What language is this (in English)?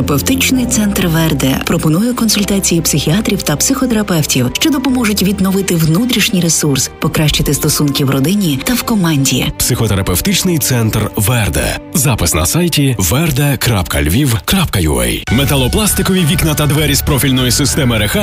Ukrainian